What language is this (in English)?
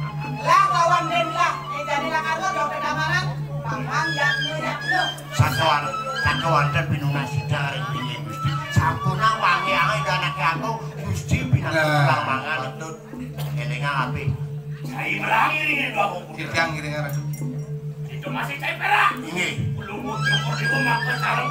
Balinese